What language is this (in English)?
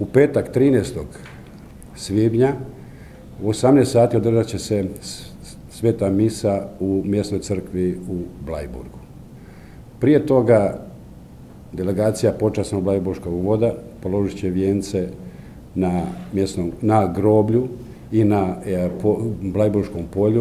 Croatian